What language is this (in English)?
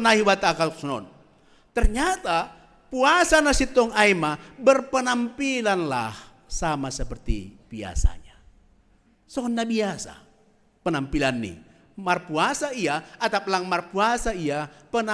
Batak Simalungun